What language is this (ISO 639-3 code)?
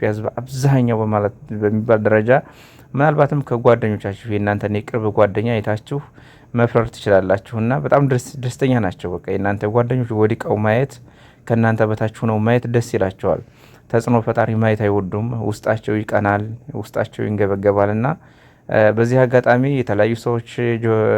amh